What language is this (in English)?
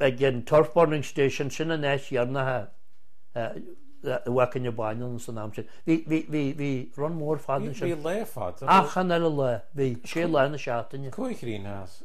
Irish